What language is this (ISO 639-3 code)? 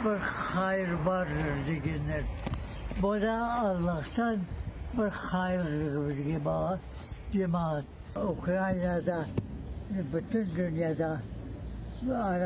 crh